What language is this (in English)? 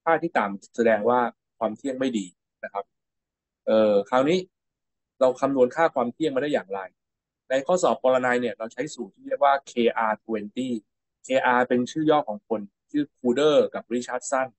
Thai